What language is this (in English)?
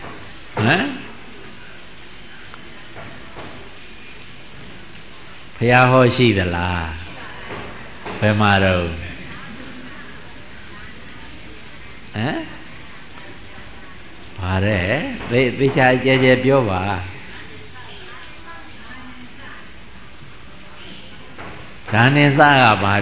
Burmese